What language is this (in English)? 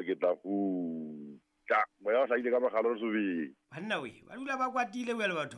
Southern Sotho